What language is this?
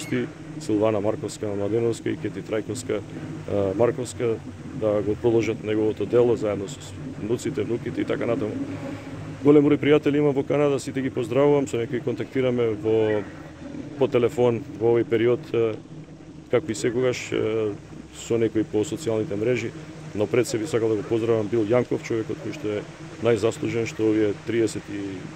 Macedonian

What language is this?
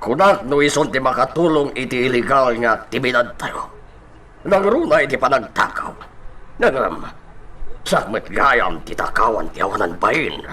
Iloko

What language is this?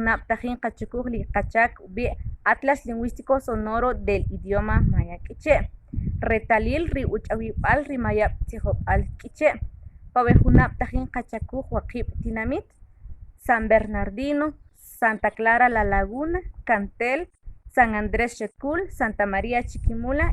Kʼicheʼ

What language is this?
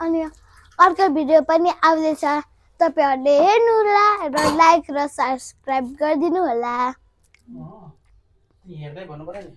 Nepali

